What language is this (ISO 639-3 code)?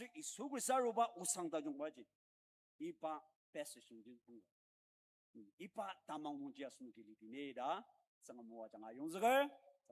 njo